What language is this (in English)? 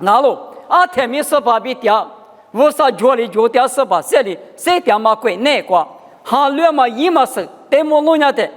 Lisu